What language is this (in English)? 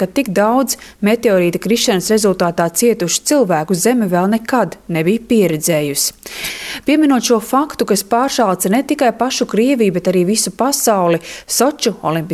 Latvian